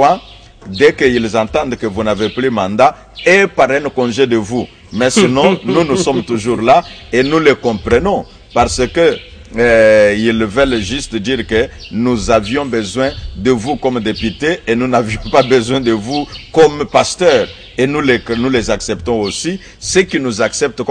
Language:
French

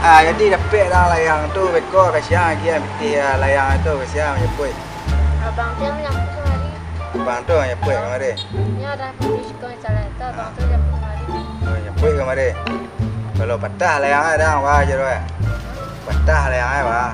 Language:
Minangkabau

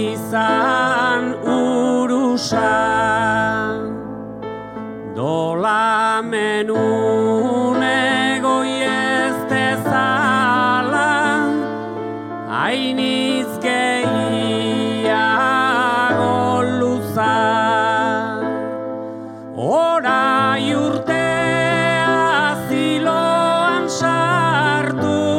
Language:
Basque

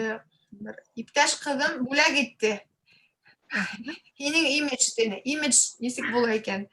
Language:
Bashkir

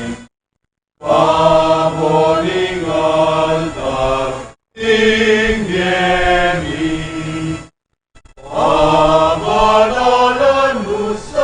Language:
Pampanga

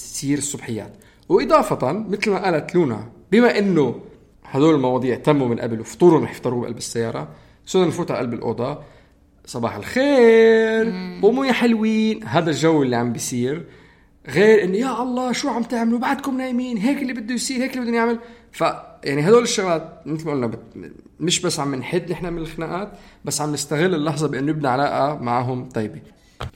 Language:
North Levantine Arabic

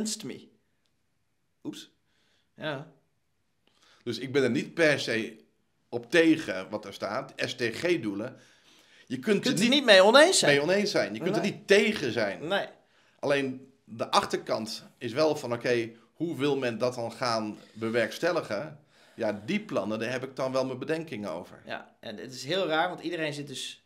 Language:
Dutch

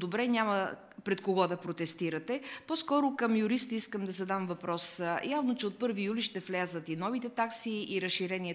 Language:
Bulgarian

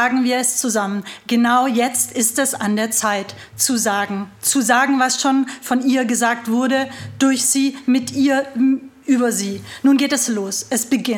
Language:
German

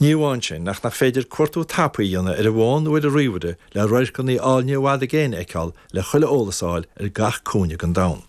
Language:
Irish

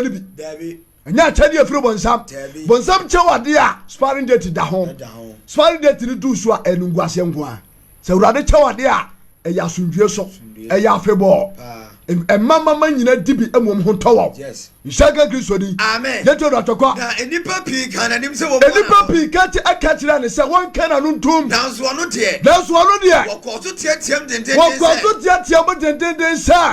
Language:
Akan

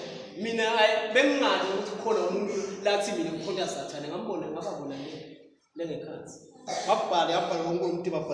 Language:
Swati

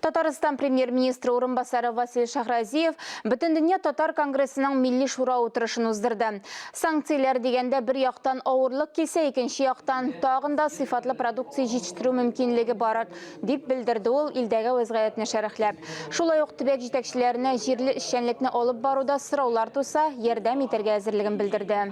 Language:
Tatar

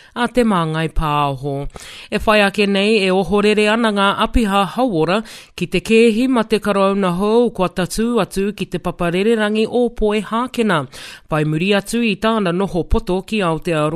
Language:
Māori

